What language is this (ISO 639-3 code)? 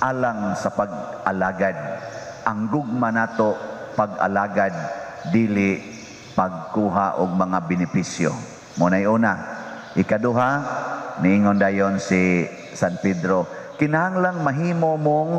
ceb